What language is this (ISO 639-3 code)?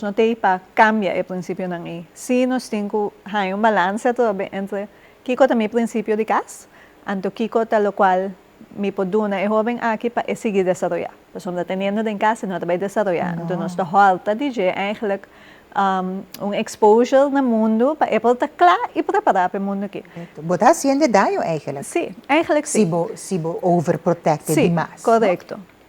pap